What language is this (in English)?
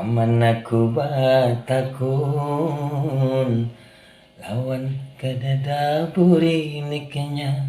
Banjar